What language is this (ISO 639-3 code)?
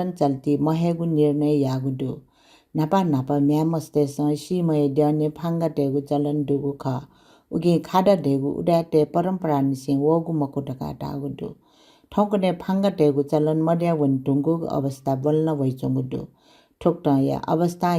new